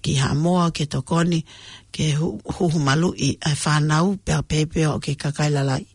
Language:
Tongan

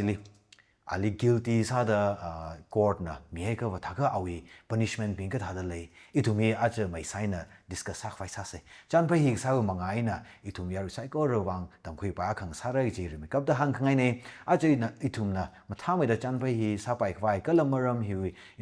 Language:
Tangkhul Naga (India)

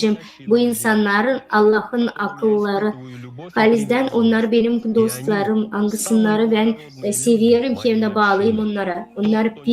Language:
Gagauz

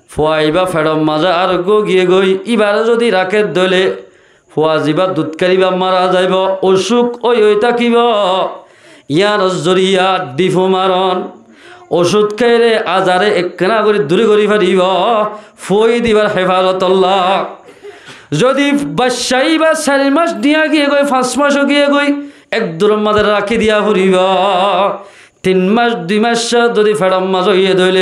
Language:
Rohingya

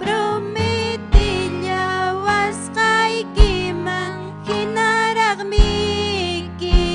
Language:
Ayacucho Quechua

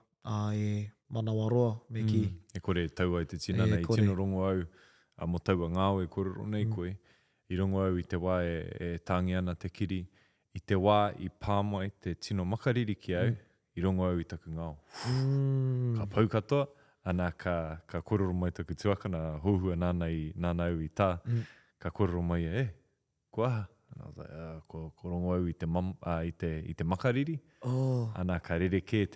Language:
Māori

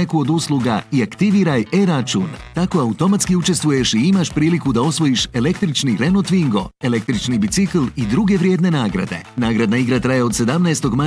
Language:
Bosnian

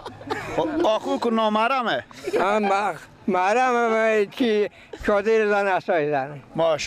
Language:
Persian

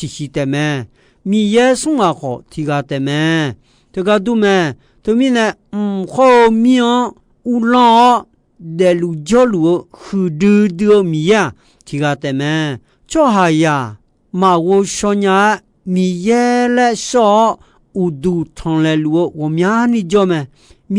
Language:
Akha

